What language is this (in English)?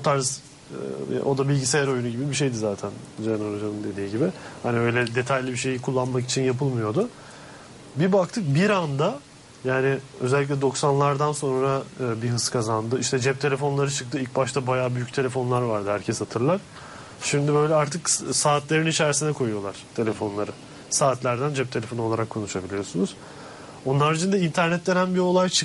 Turkish